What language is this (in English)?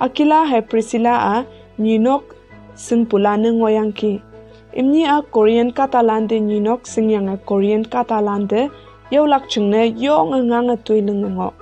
Konyak Naga